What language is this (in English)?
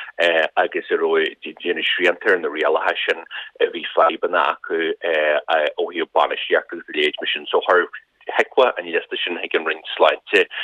Irish